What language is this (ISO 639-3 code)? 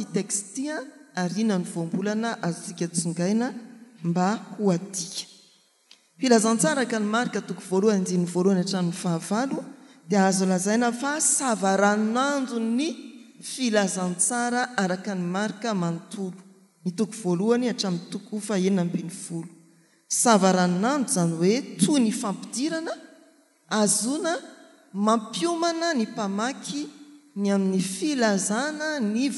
mlg